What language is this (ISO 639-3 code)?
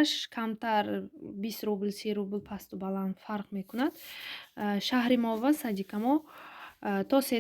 tgk